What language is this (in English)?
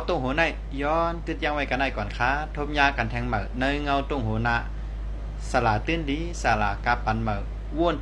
Shan